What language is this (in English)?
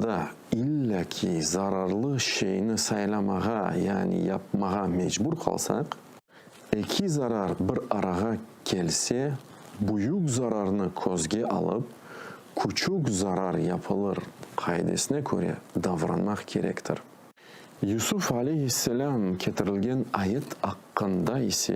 Crimean Tatar